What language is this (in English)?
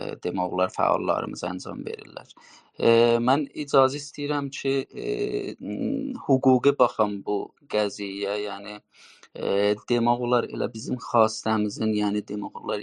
South Azerbaijani